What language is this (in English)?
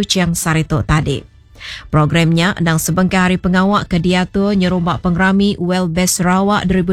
Iban